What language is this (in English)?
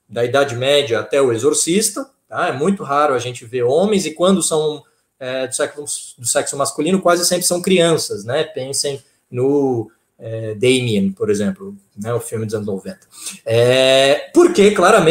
Portuguese